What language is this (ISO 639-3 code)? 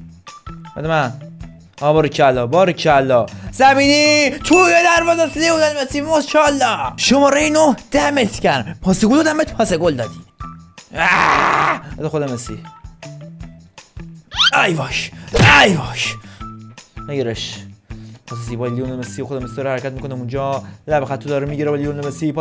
fas